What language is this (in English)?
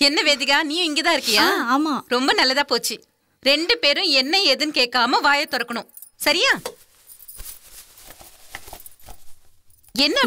Tamil